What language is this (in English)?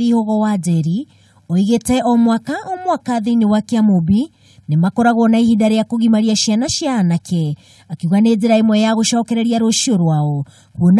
Kikuyu